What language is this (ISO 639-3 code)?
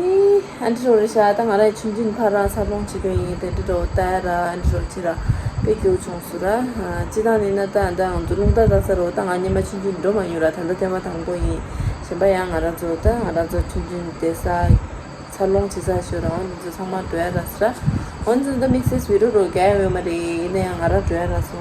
bod